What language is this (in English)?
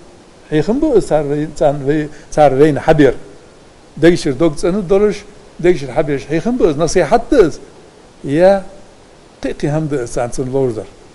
Ingush